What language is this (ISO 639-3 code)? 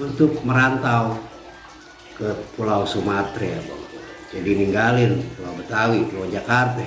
bew